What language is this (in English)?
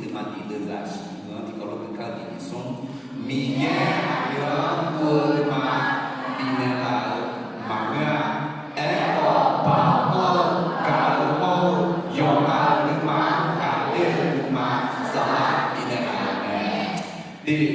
Akha